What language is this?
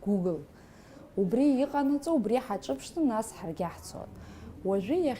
Abkhazian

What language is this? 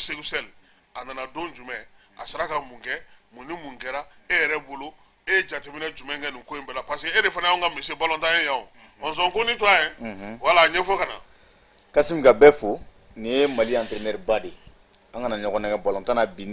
Bambara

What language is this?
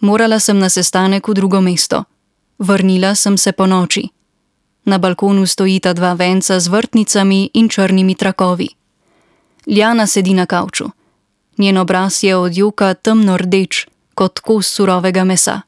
Slovenian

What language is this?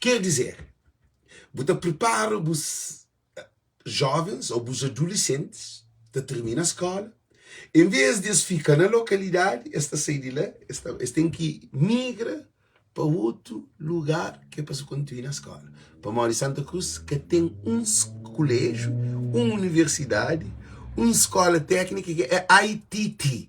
Kabuverdianu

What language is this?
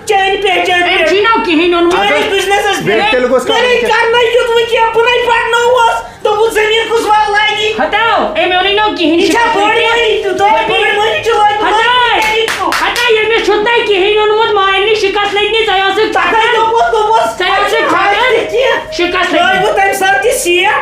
Kashmiri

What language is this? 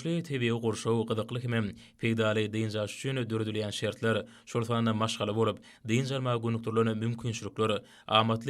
Turkmen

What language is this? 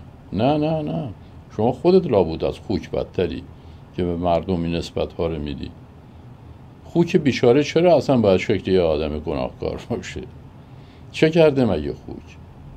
Persian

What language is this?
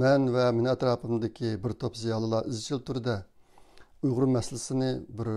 Uyghur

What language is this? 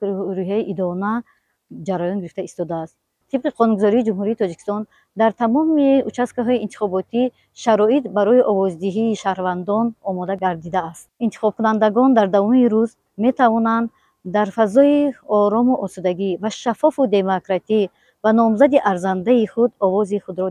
Tajik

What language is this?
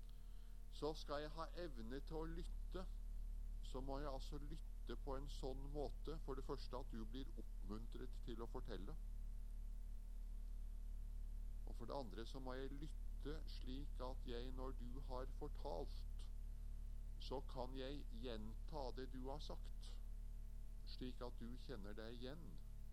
Norwegian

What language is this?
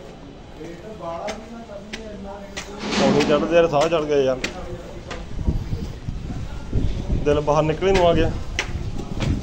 Punjabi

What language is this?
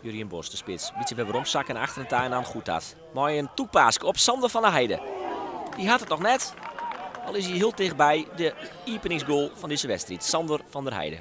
Western Frisian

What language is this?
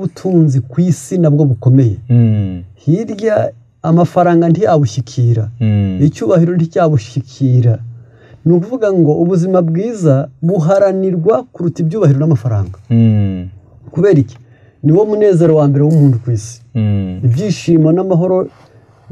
Kinyarwanda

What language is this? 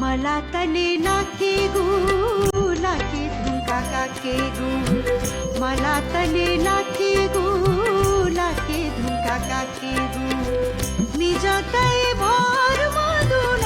Newari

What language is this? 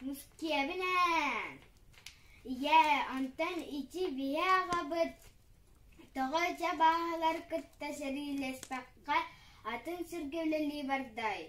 Yakut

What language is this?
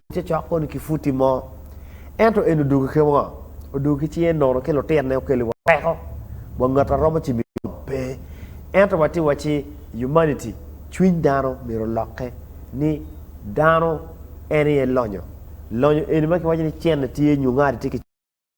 Acoli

